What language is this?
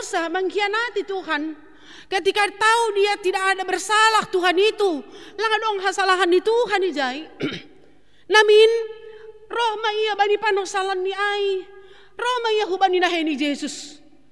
Batak Simalungun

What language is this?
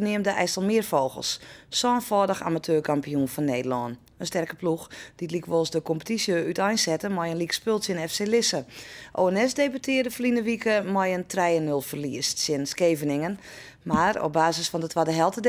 Western Frisian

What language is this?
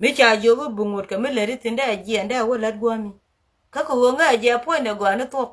Nuer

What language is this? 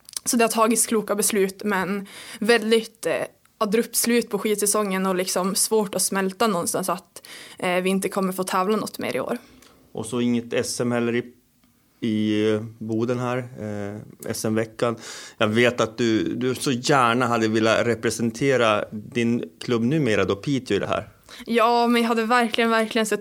Swedish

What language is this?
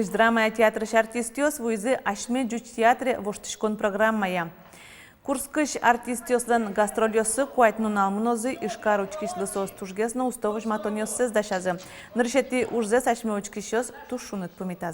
Udmurt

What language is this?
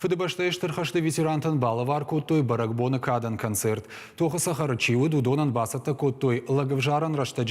Ossetic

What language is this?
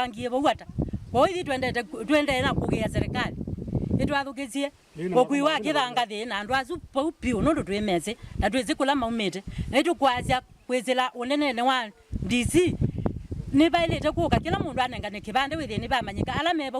Kamba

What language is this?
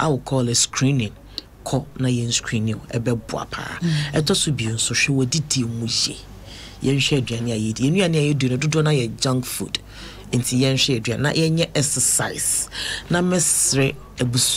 Akan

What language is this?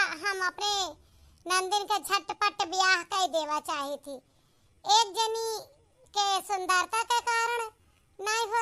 Awadhi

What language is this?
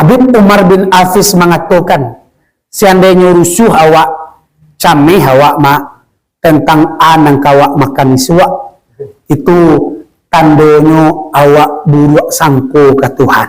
Minangkabau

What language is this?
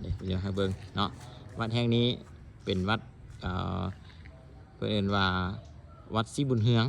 Lao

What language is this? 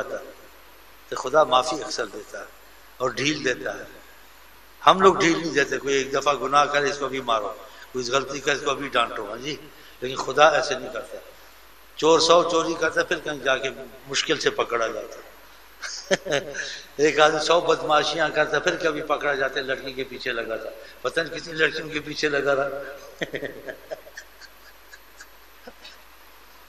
Urdu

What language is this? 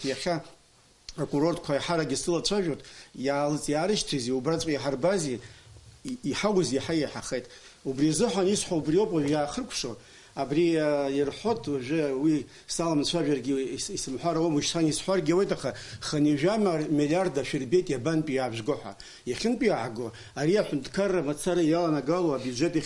Abkhazian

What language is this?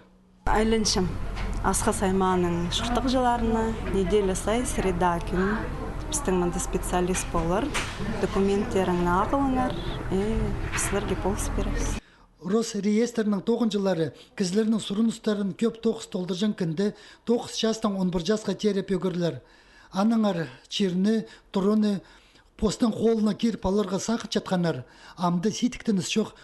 Khakas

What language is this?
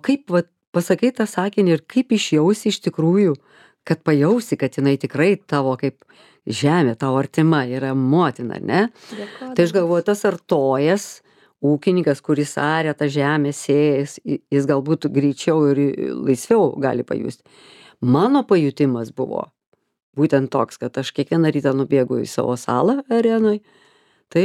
Lithuanian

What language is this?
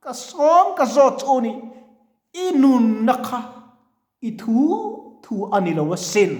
Mizo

